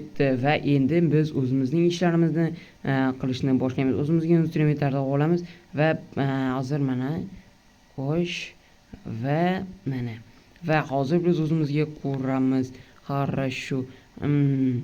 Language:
Uzbek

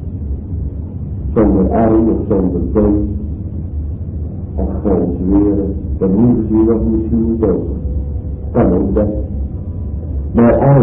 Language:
Dutch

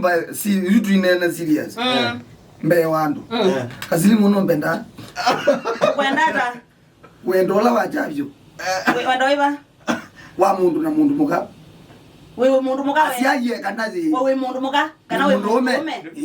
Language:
Kamba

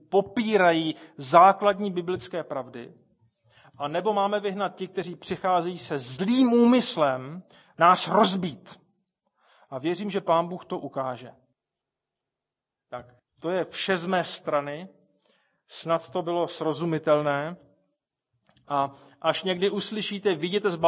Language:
Czech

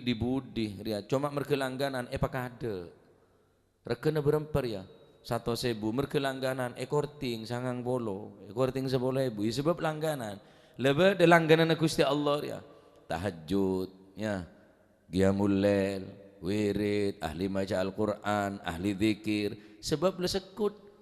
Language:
Madurese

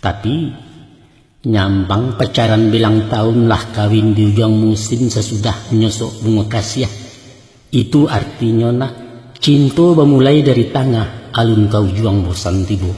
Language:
Minangkabau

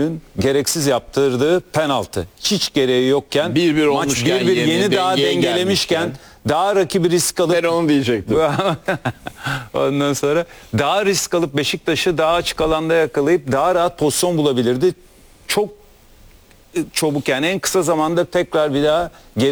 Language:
Turkish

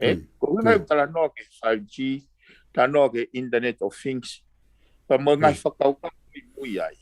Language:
Tongan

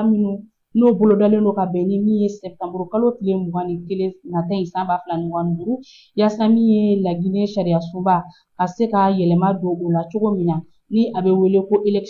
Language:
Bambara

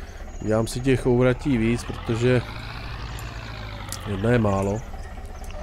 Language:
Czech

